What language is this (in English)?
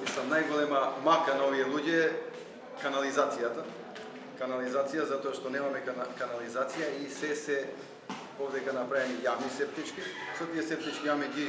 Macedonian